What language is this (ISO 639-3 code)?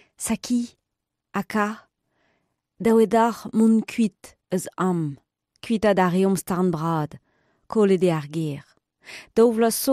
bre